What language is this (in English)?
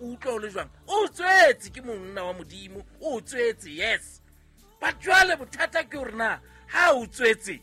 Southern Sotho